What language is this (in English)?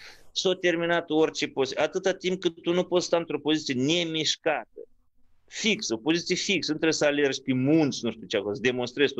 Romanian